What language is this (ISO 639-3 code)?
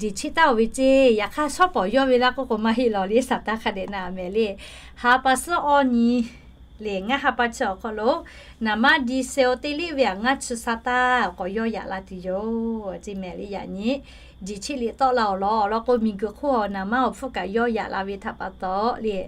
lhu